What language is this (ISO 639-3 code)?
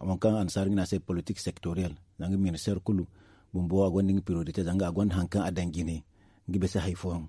dje